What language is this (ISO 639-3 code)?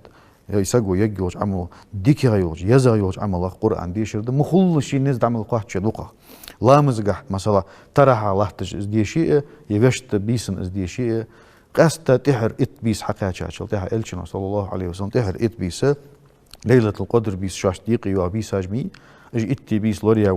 inh